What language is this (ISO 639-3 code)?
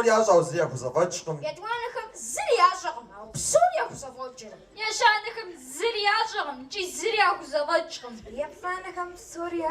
kbd